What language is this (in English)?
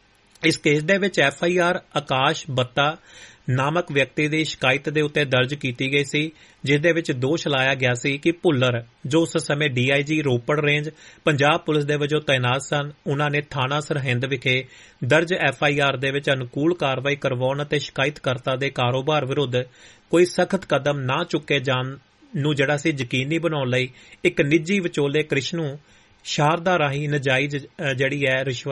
Punjabi